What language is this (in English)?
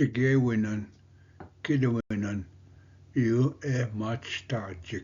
Ojibwa